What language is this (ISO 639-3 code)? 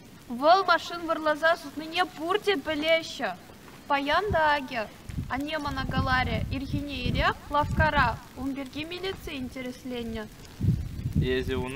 chv